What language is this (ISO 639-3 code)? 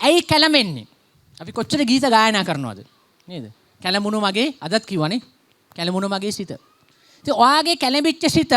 sin